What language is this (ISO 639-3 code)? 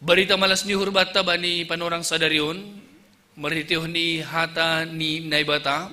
bts